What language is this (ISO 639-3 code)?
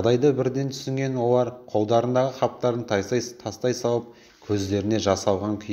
kaz